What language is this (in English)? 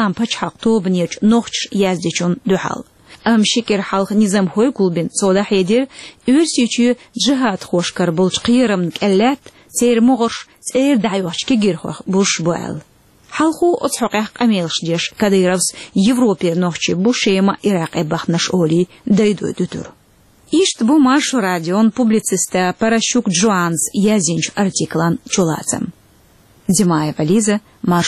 Chechen